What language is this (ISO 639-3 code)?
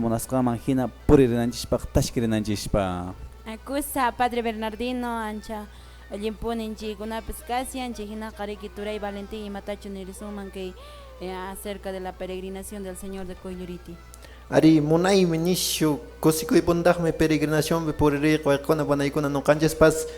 que